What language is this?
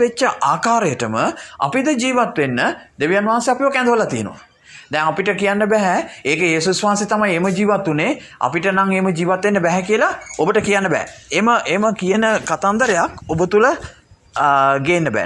Sinhala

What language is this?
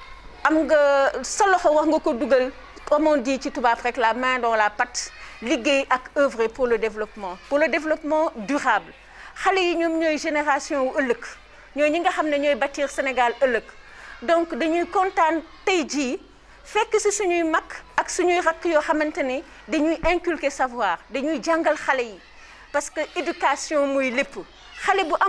Wolof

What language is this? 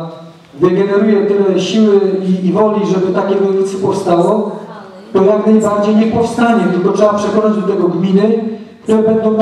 Polish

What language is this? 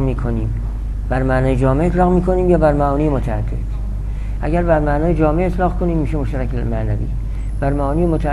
Persian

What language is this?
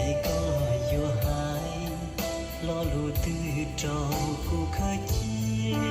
Hmong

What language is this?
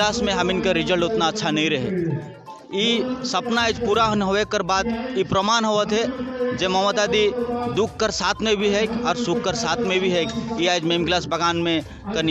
Sadri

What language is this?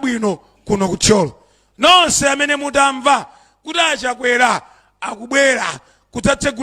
Nyanja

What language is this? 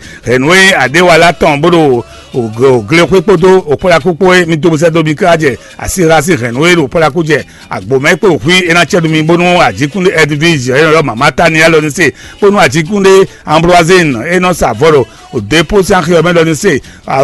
Fon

